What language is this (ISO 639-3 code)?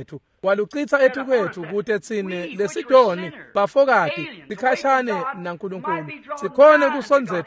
ssw